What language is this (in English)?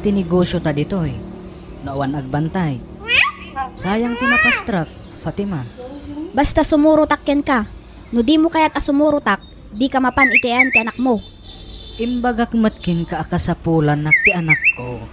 Iloko